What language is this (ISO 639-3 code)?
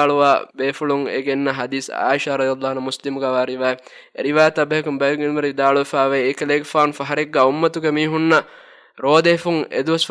div